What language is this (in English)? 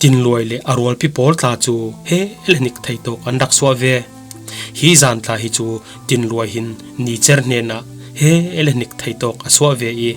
Falam Chin